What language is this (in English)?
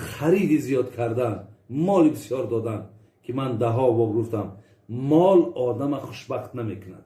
Tajik